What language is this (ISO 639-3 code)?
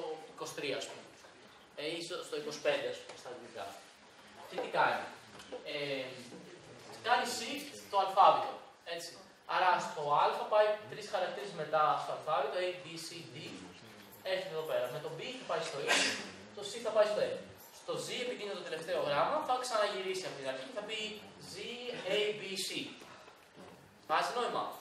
ell